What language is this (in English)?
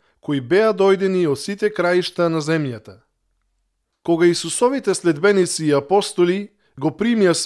Macedonian